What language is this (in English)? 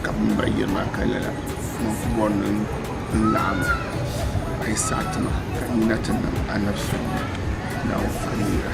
Dagbani